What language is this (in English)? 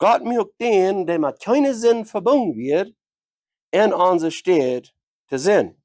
Plautdietsch